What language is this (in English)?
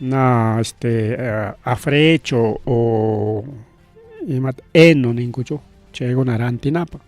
Ayacucho Quechua